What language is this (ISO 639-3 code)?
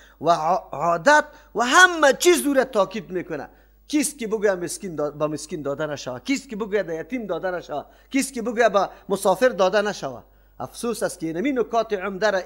fas